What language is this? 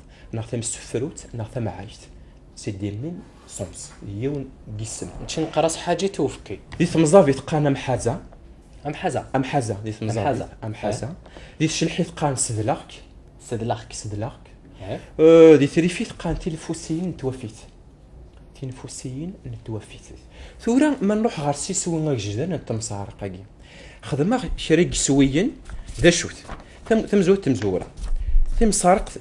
Kabyle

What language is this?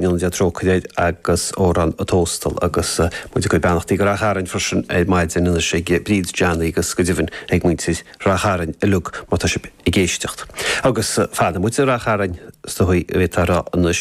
Irish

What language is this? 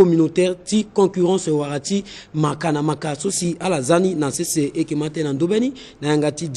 Sango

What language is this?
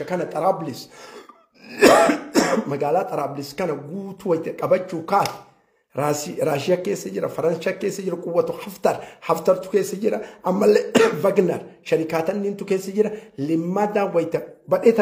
Oromo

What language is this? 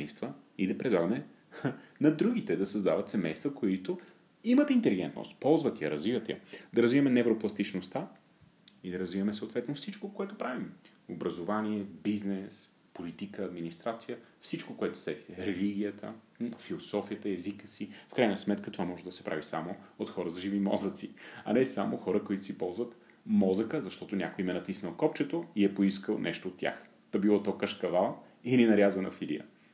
Bulgarian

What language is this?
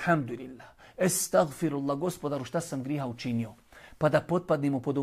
Bosnian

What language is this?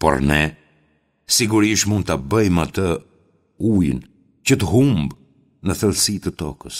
Albanian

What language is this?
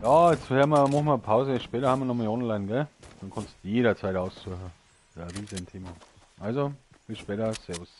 Bavarian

